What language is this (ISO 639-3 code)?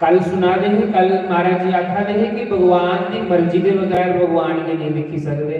doi